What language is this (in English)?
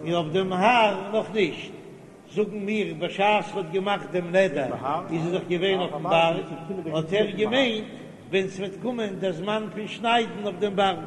Yiddish